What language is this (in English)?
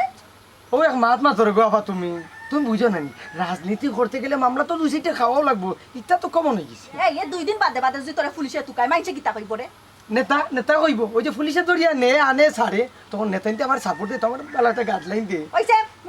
Sylheti